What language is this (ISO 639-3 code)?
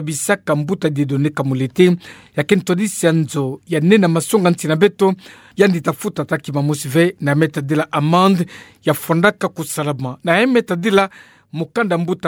ktu